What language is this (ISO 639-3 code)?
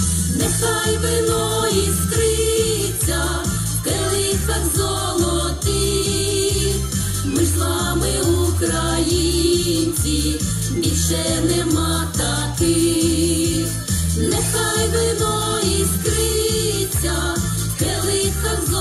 ukr